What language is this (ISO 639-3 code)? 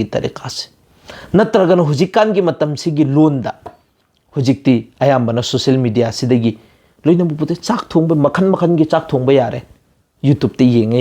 mni